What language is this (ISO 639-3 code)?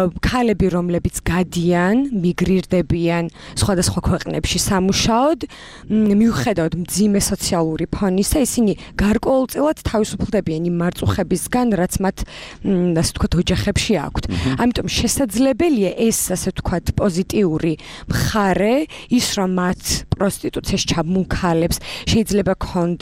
kat